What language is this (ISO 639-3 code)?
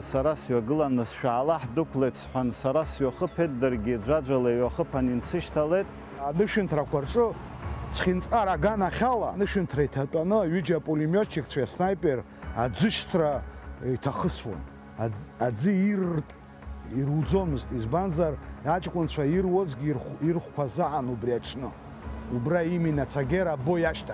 abk